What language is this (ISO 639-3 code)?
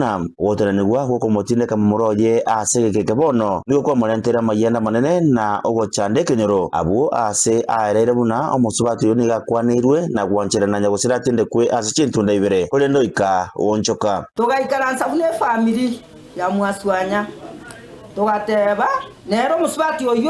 guz